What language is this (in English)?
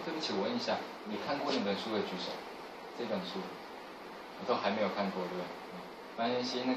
Chinese